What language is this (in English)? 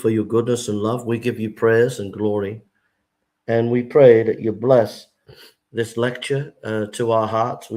English